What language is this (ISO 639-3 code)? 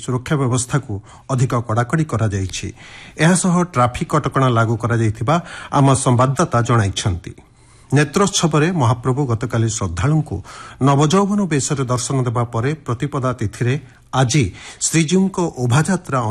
ori